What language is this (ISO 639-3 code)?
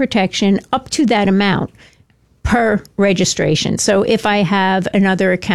eng